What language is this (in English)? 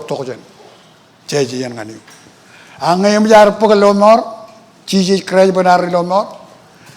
Marshallese